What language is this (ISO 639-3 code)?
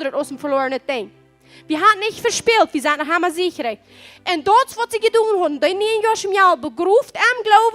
pdt